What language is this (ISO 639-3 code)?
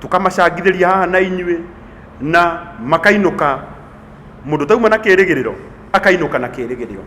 kik